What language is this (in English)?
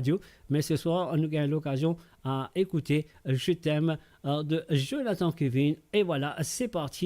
Morisyen